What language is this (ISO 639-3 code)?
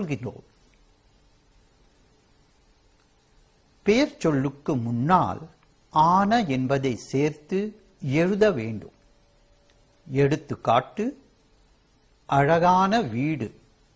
tam